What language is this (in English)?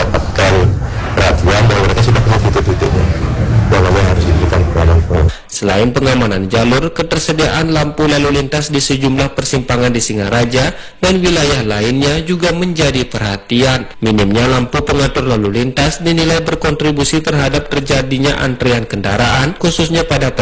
Indonesian